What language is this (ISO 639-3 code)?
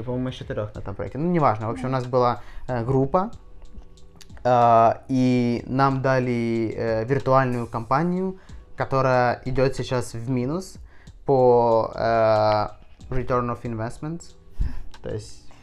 rus